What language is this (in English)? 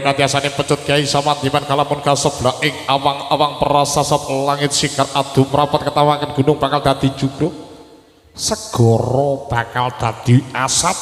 Javanese